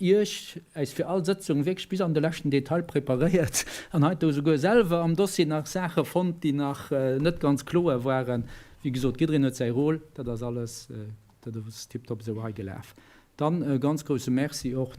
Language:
Luxembourgish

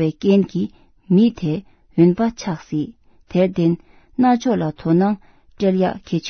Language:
Tibetan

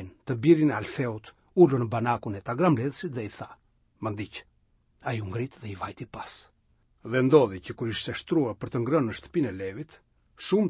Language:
Albanian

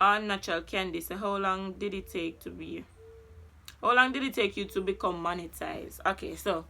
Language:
Jamaican Creole English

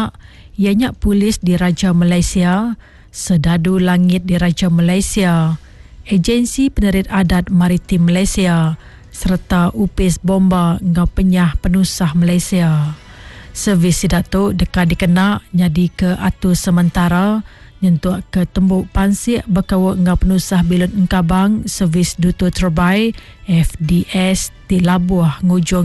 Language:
Iban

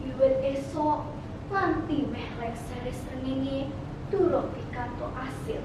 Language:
Javanese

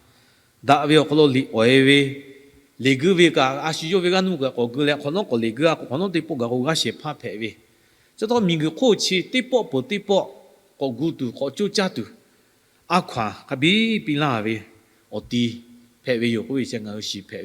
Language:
Lahu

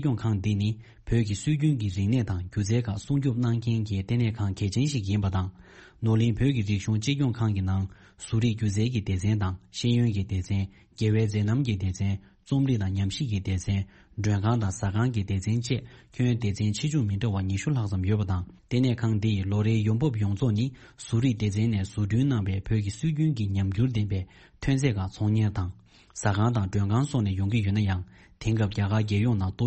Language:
Tibetan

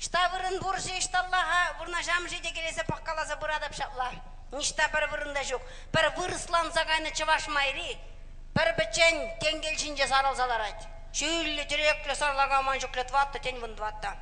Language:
Chuvash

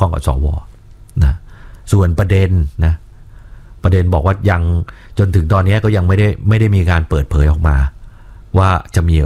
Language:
Thai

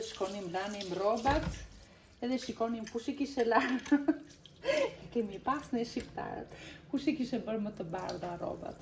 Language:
Albanian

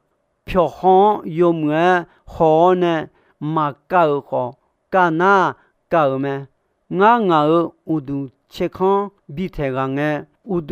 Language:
Akha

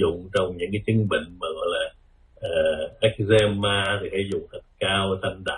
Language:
Vietnamese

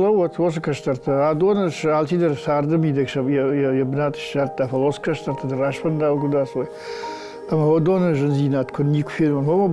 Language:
Ossetic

